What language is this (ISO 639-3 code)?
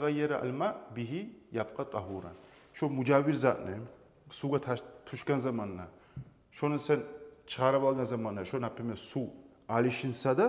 kum